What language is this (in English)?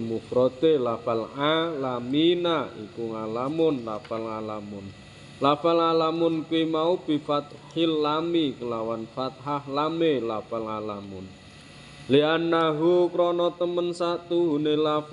Javanese